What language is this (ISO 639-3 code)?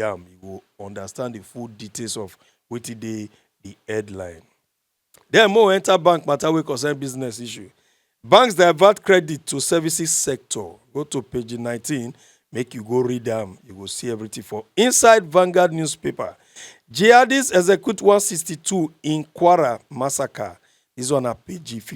pcm